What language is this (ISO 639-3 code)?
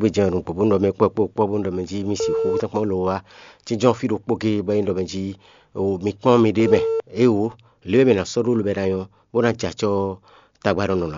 fon